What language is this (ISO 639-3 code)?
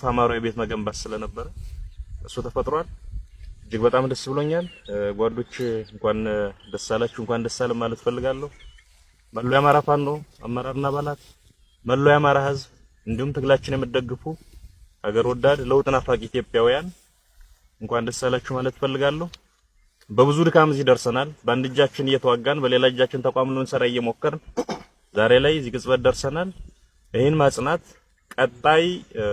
amh